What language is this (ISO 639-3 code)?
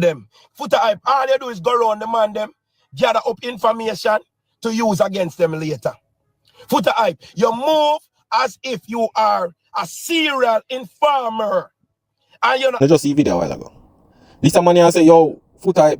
jam